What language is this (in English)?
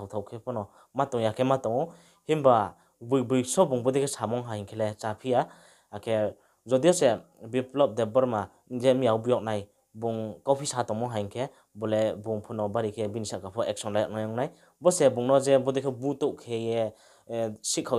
Riang (India)